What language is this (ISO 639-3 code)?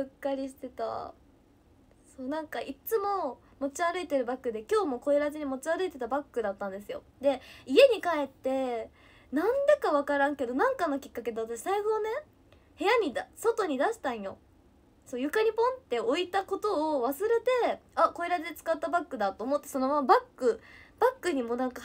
jpn